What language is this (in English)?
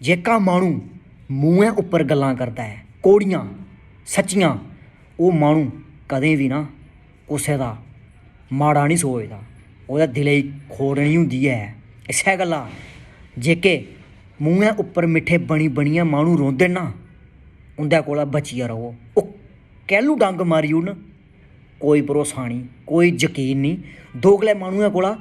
Dogri